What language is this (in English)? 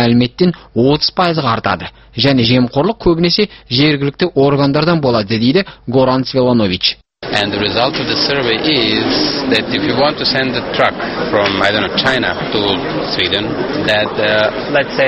Kazakh